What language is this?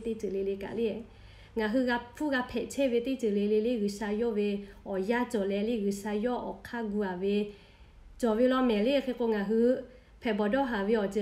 Lahu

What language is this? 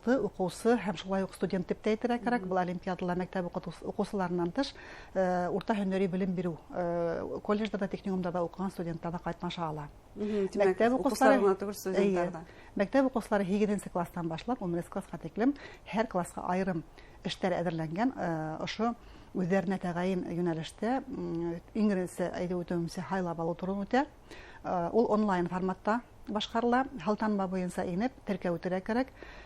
Bashkir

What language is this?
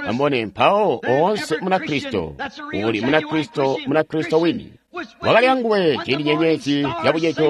Tonga (Zambia)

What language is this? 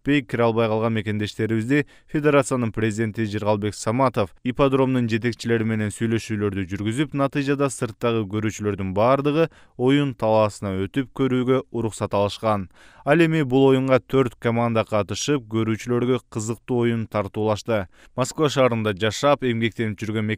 Kyrgyz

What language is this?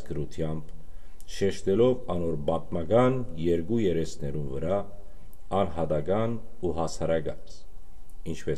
Western Armenian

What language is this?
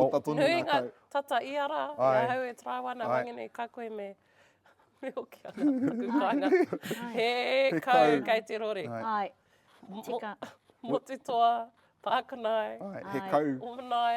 Māori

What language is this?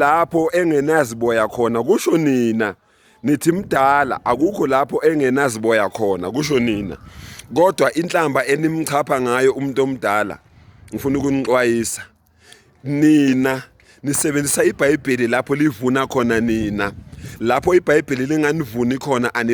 Zulu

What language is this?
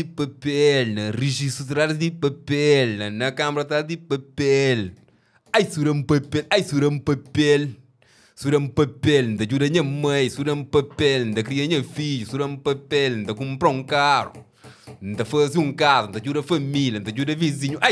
Kabuverdianu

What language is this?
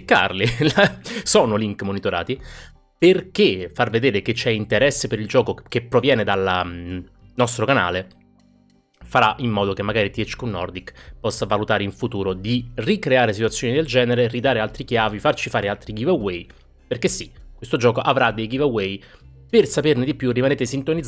Italian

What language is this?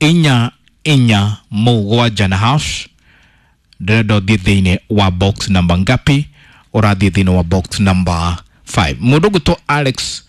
Kikuyu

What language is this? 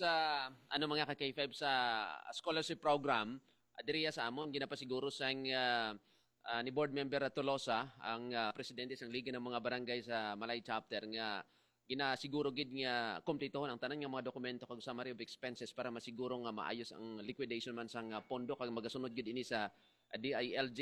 Hiligaynon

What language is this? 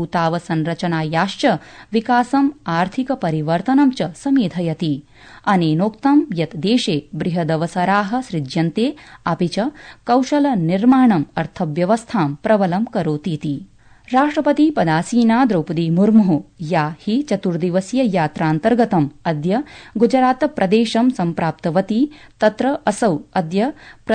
Sanskrit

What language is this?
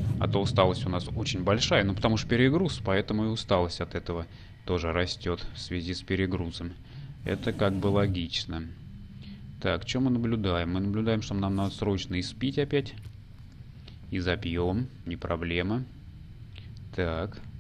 Russian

